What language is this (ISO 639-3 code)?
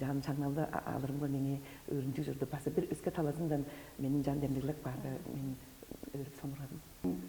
tyv